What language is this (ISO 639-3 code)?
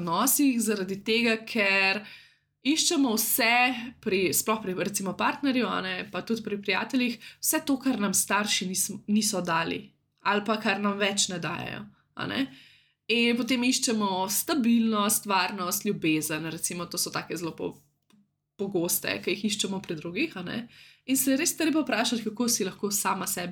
slv